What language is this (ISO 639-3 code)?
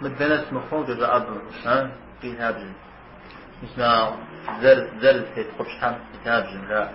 kbd